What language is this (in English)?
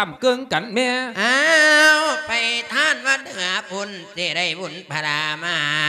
Lao